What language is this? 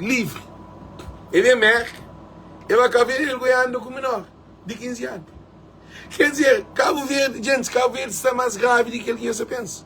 Kabuverdianu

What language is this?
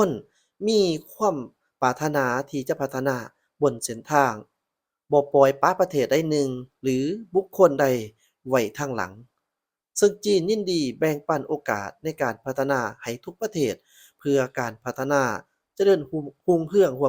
Lao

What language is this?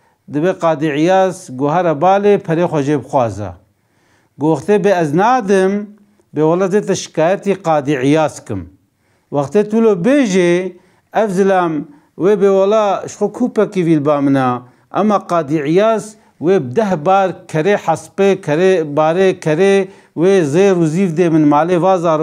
Kurdish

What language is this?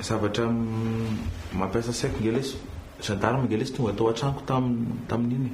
Malagasy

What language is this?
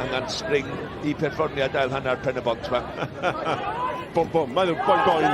Welsh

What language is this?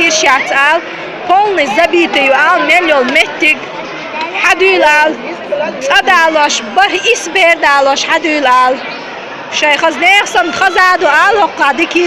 Chechen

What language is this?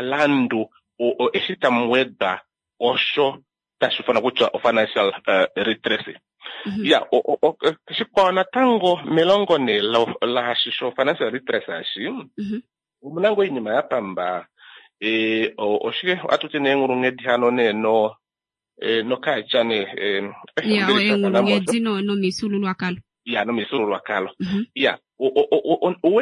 Kuanyama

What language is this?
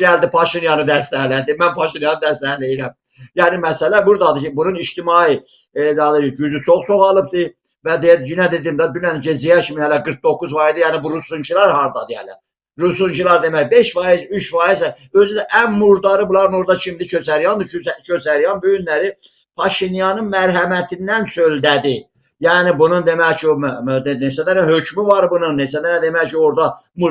Azerbaijani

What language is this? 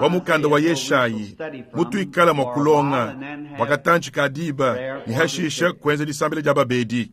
Luba-Lulua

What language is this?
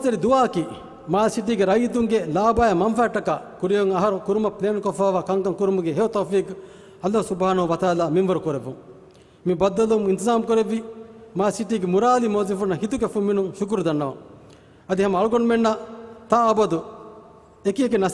Divehi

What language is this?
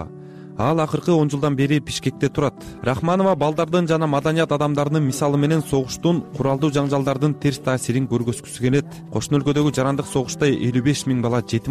Kyrgyz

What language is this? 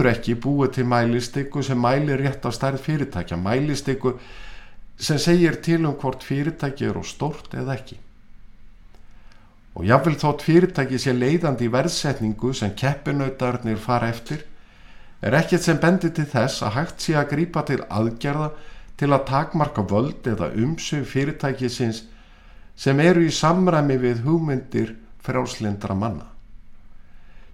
Icelandic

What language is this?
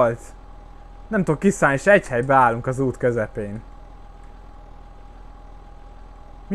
Hungarian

